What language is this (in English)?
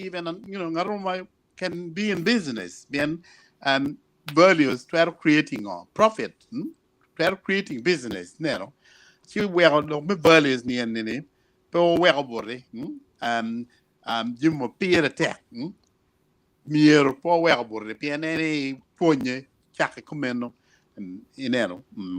Acoli